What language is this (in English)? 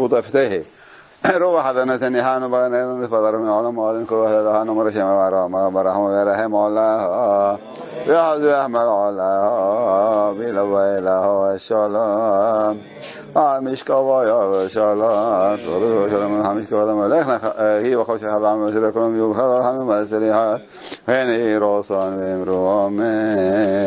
Hebrew